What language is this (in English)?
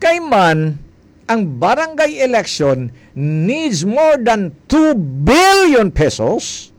Hiligaynon